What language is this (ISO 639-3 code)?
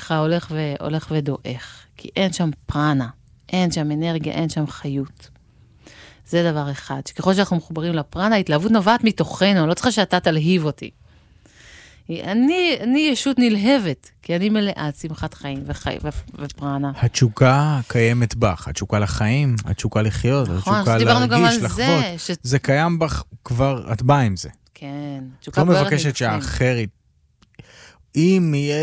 heb